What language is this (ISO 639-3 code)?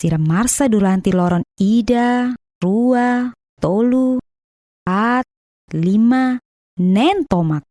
tet